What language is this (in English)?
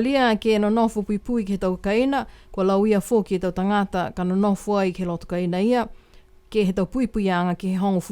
Niuean